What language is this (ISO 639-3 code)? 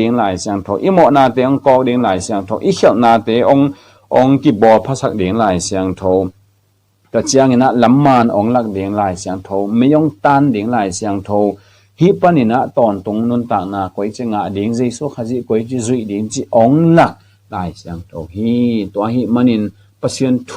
ctd